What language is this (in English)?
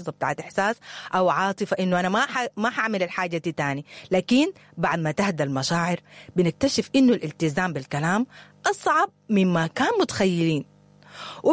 Sudanese Arabic